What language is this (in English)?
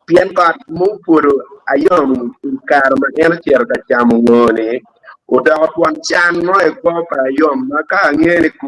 Acoli